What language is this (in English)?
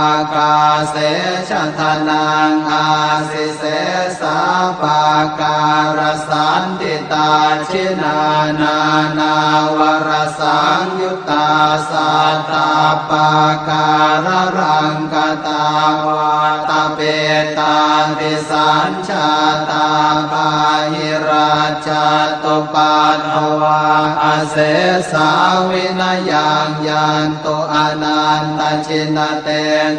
Pali